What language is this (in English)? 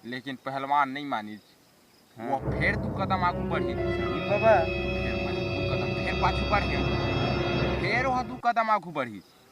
Chhattisgarhi